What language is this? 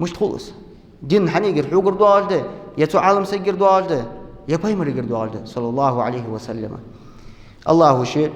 Ingush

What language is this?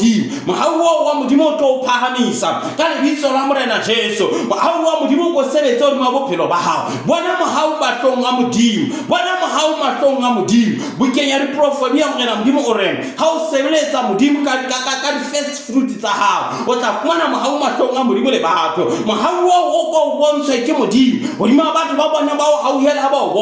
Southern Sotho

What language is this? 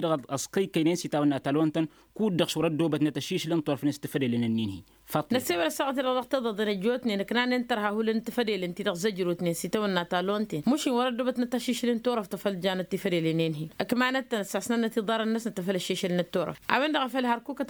Tamasheq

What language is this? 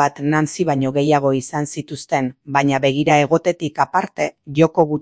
Basque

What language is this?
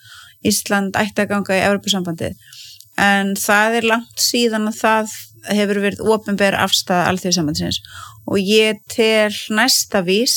Icelandic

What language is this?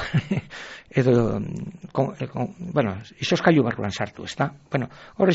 Basque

